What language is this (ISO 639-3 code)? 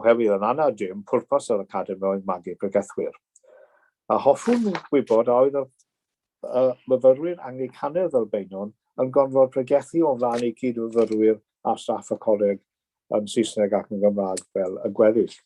cym